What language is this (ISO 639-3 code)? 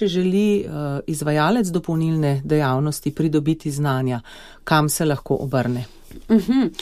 slv